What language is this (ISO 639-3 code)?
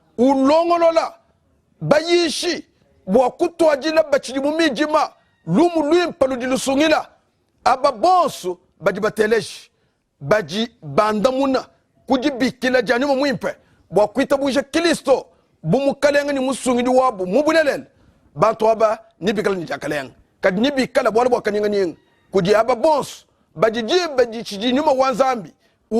lua